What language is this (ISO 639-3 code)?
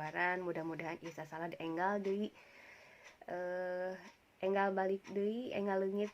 sun